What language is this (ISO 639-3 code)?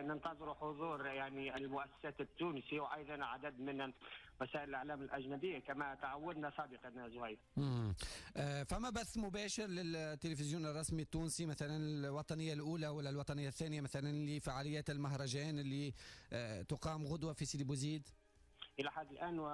aeb